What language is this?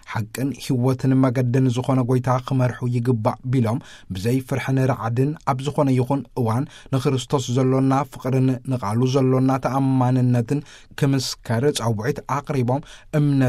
Tigrinya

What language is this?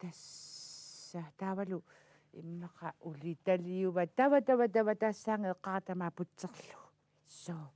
Kalaallisut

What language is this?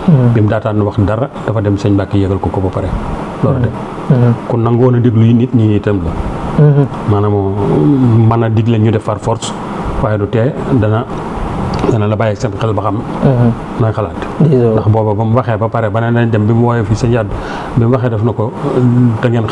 Wolof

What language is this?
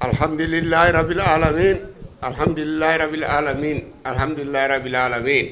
Fula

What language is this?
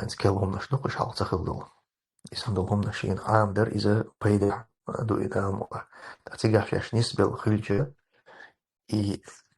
Chechen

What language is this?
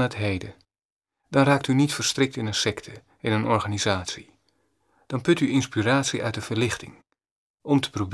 Dutch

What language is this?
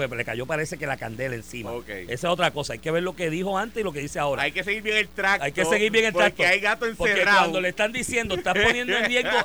Spanish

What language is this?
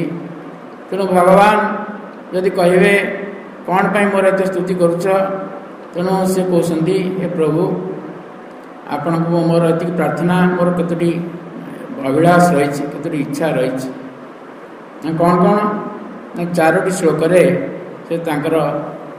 Odia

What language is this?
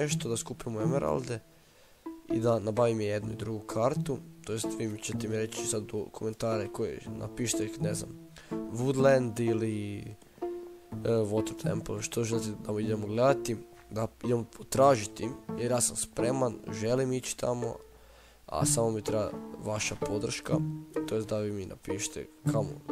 Croatian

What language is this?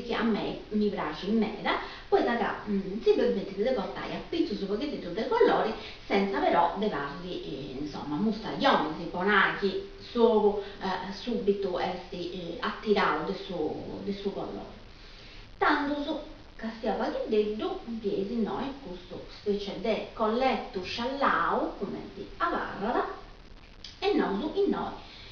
Sardinian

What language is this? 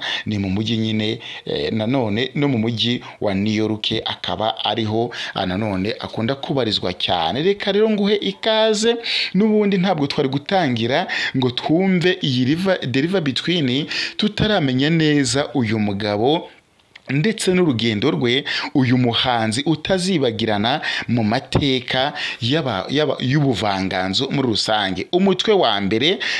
Kinyarwanda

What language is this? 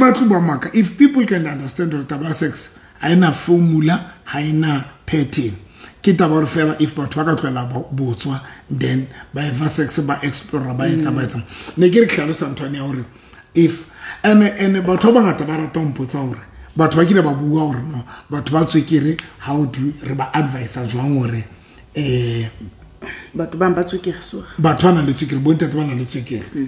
Southern Sotho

